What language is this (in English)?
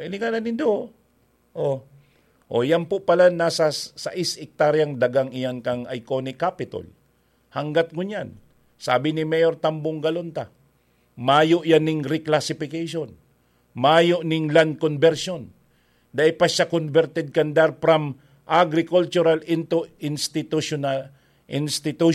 Bikol